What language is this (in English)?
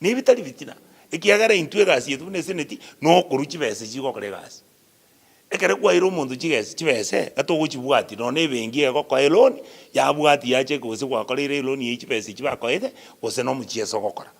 Gusii